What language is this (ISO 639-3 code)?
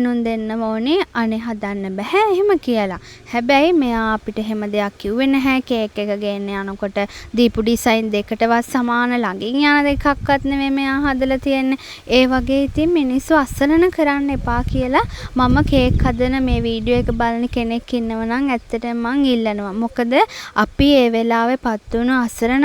sin